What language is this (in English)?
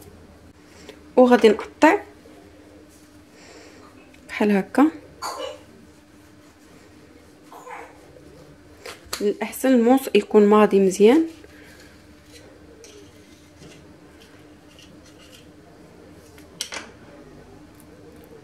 Moroccan Arabic